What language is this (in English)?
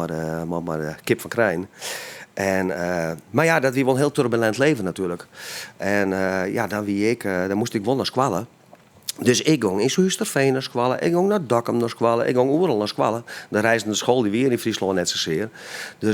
Western Frisian